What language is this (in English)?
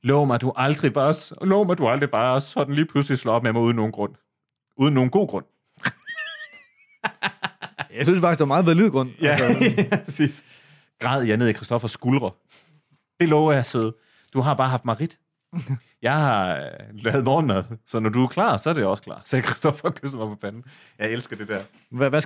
Danish